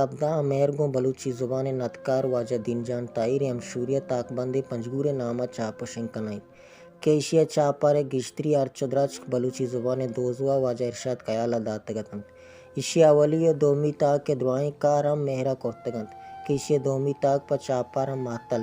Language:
Baluchi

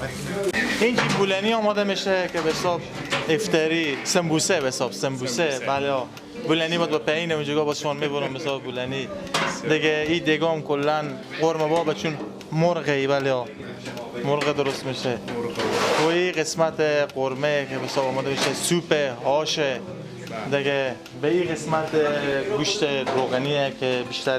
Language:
Persian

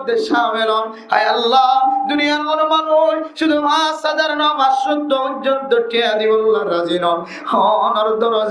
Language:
Rohingya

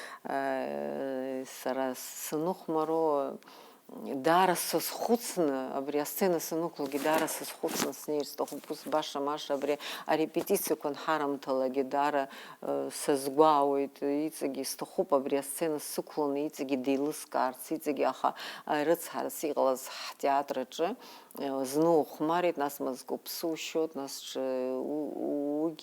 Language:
Abkhazian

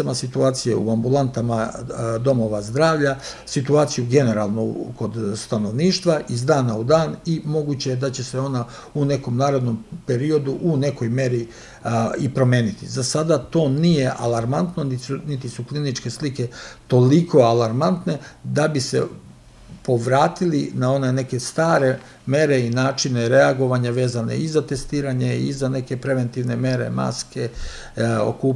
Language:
Serbian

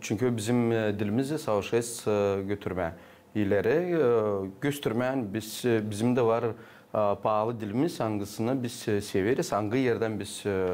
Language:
Gagauz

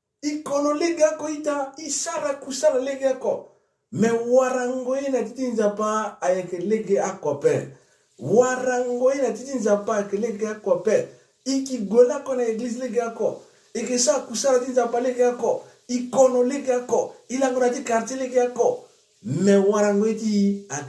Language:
Sango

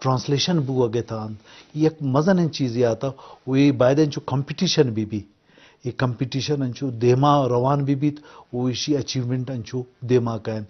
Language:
Eastern Balochi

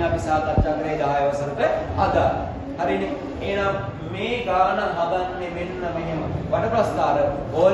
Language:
Sinhala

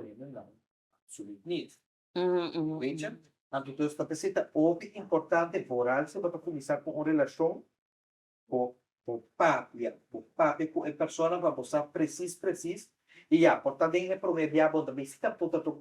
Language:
Papiamento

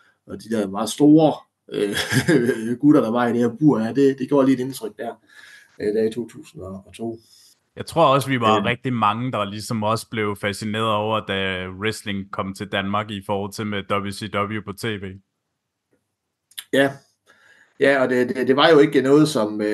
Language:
Danish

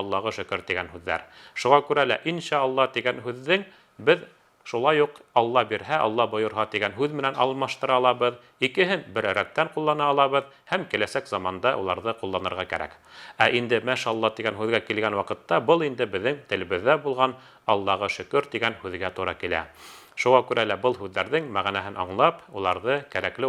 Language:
Bashkir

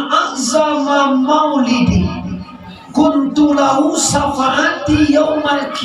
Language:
Minangkabau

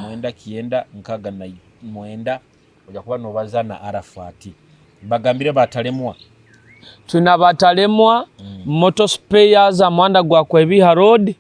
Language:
Nyoro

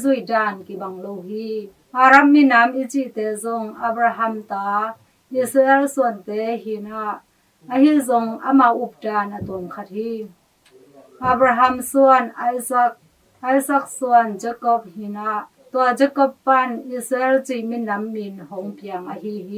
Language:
Tedim Chin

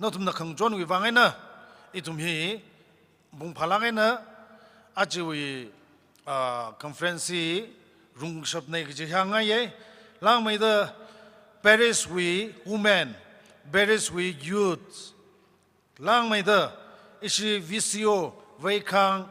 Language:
Tangkhul Naga (India)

